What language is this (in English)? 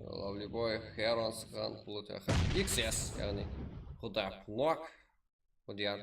Kara-Kalpak